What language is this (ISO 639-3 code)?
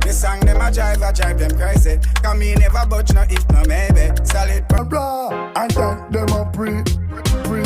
jam